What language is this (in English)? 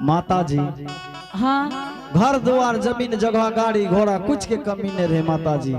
Angika